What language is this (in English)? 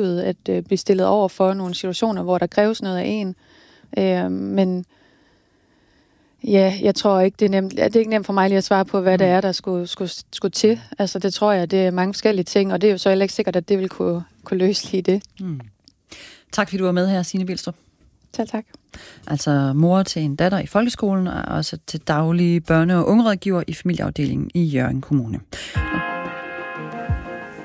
Danish